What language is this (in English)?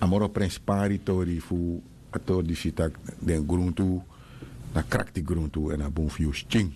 Sranan Tongo